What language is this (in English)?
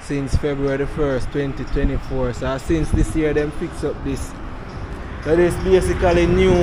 Jamaican Creole English